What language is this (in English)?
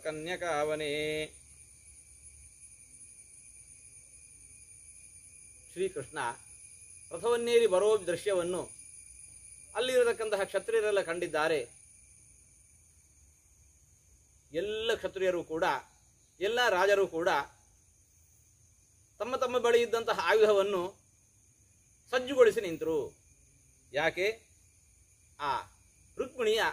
Kannada